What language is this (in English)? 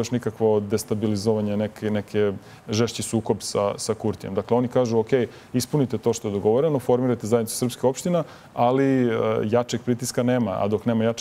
Serbian